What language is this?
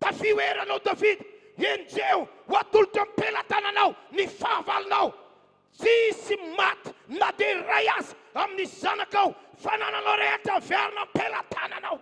Malagasy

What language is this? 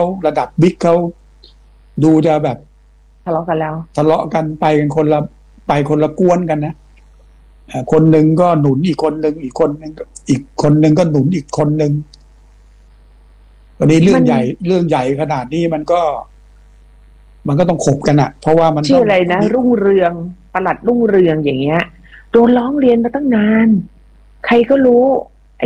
Thai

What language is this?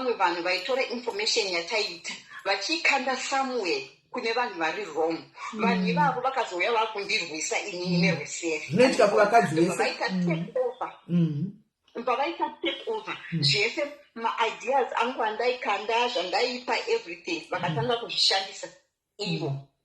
Shona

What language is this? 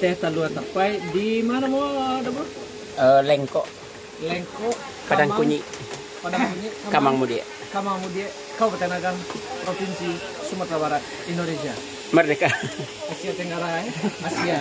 Minangkabau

